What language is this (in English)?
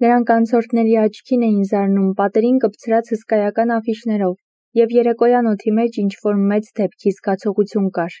Armenian